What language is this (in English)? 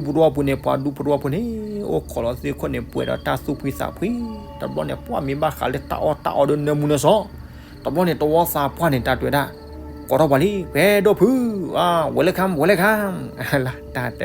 S'gaw Karen